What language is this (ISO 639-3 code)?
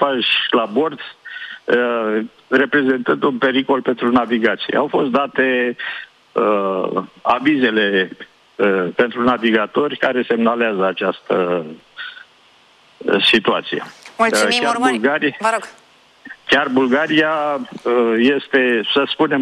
ron